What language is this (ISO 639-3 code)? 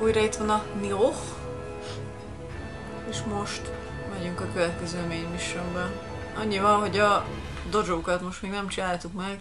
hun